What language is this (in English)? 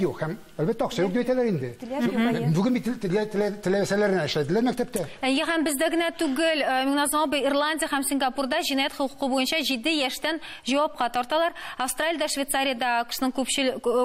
Tatar